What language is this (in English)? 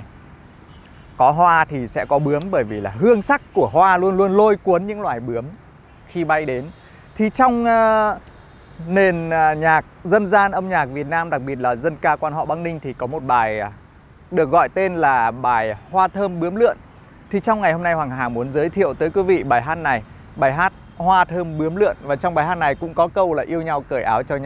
Vietnamese